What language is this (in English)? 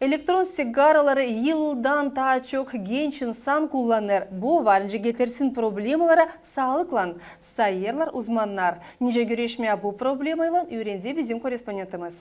Gagauz